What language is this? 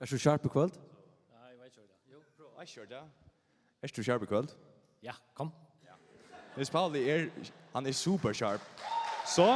Faroese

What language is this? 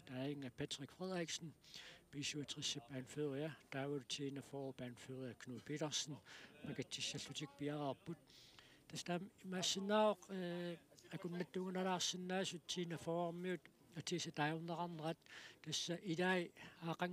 Kalaallisut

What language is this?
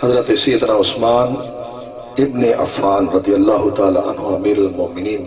Saraiki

